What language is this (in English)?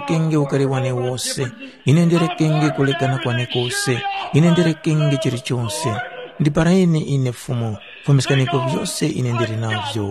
Tumbuka